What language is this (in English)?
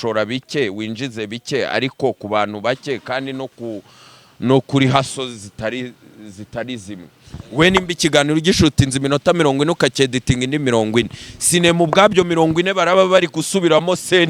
Kinyarwanda